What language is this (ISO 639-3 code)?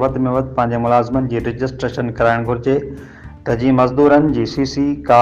snd